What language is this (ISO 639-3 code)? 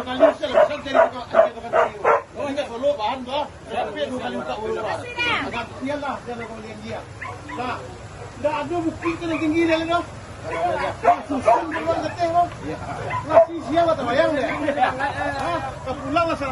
min